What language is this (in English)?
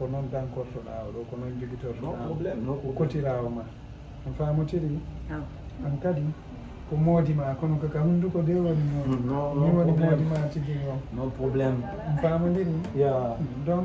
Fula